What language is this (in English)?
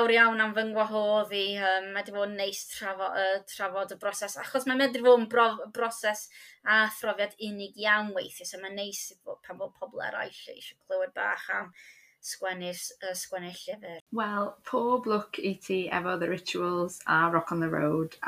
Welsh